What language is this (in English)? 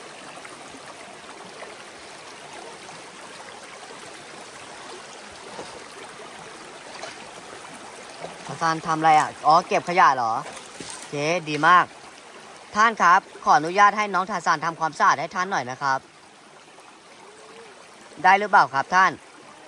Thai